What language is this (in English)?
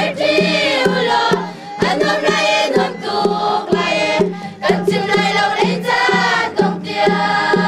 Hakha Chin